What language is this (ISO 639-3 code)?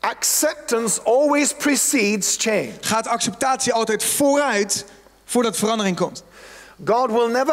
nld